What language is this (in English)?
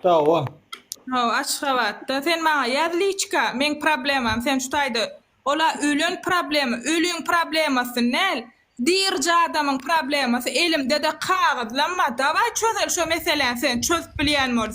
Turkmen